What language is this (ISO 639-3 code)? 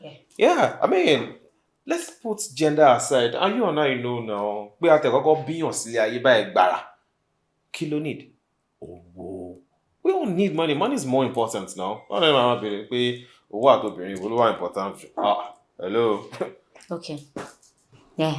yor